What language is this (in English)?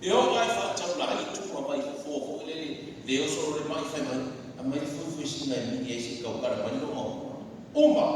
Samoan